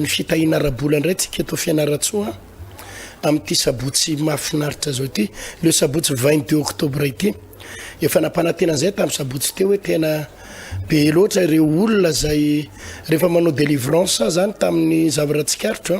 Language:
Malagasy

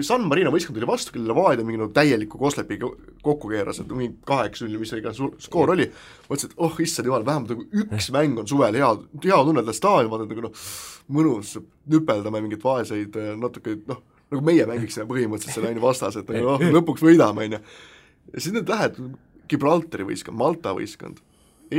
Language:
Estonian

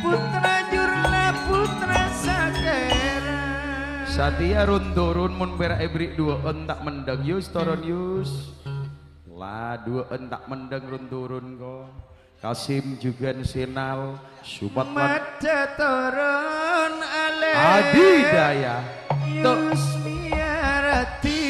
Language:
Madurese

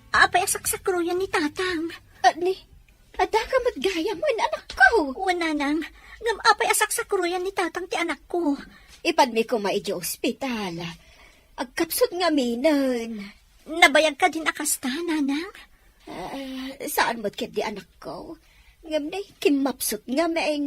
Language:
Iloko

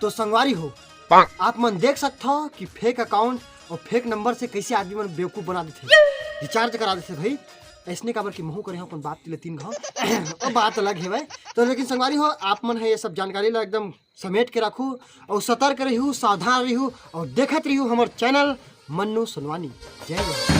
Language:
Chhattisgarhi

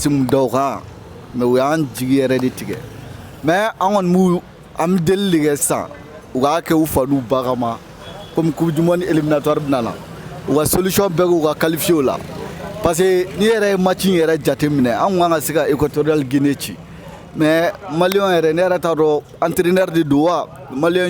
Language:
Bambara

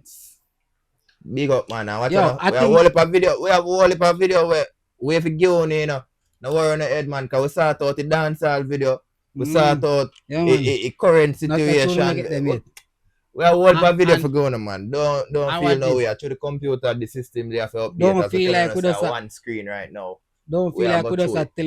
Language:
Jamaican Creole English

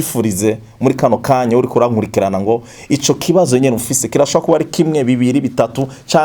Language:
Rundi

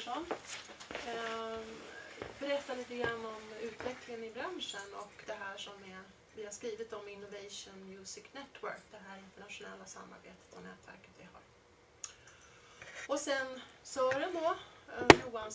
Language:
Swedish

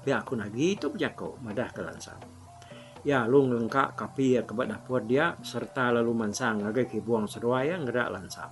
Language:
Iban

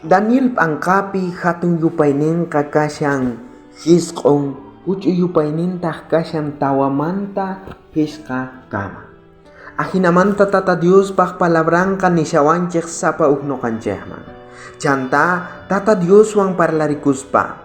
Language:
South Bolivian Quechua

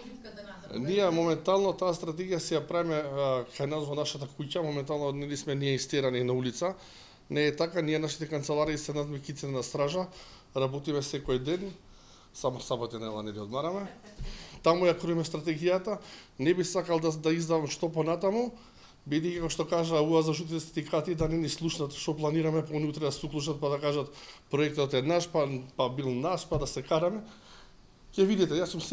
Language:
Macedonian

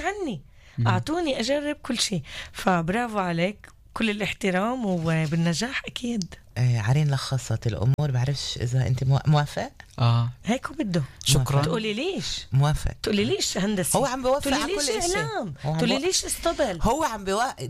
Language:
North Levantine Arabic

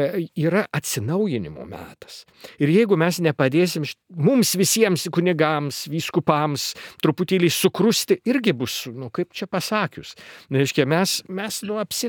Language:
Lithuanian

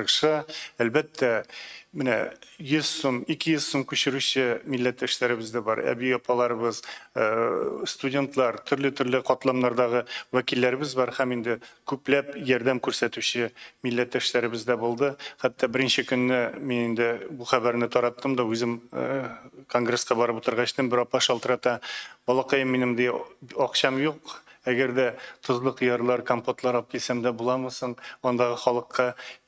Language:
Tatar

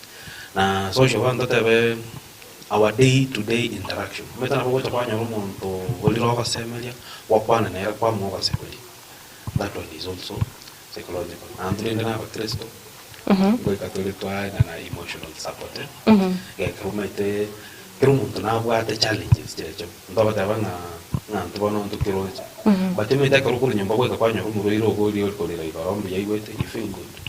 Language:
Gusii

